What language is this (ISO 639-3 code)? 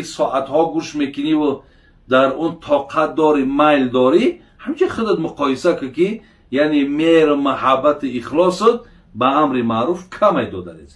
tgk